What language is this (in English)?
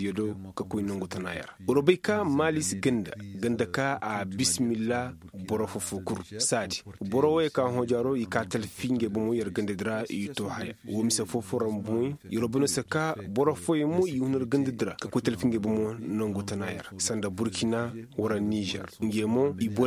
Koyraboro Senni